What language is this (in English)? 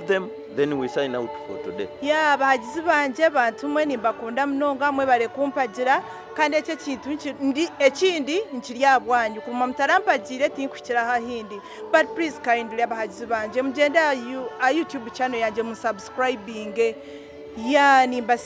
Nyankole